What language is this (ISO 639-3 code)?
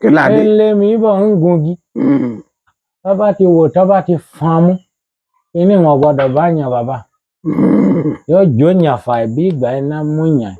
yor